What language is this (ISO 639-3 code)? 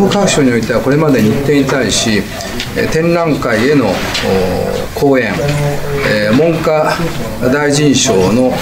jpn